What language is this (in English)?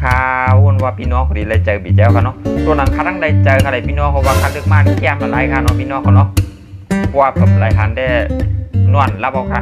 Shan